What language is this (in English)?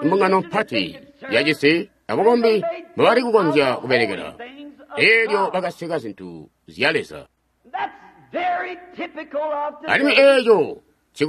Tonga (Zambia)